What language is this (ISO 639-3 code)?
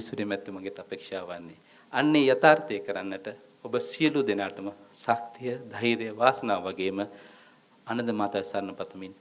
sin